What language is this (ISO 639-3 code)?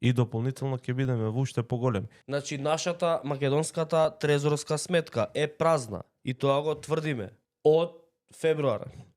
mkd